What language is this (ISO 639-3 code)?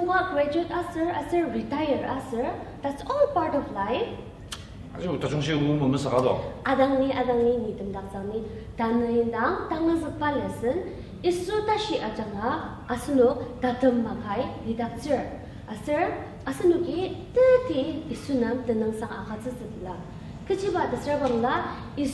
njo